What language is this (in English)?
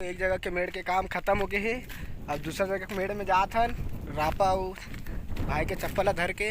Chhattisgarhi